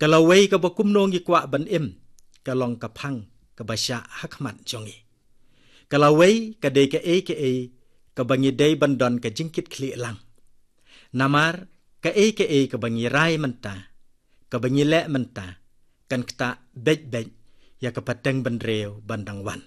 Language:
Khasi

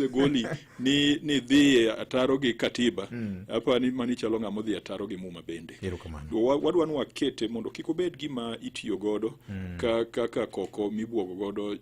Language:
Luo (Kenya and Tanzania)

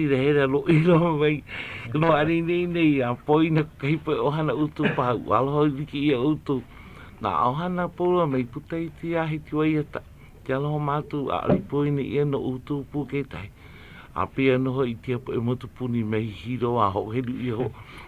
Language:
Hawaiian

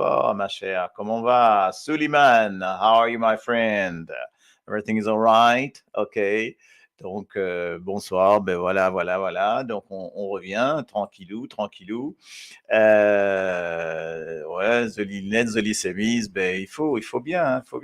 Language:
Morisyen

